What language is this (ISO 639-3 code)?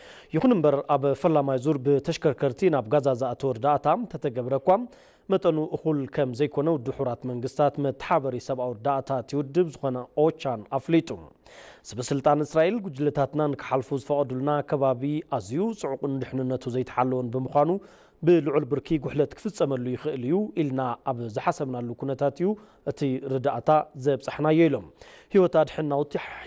tir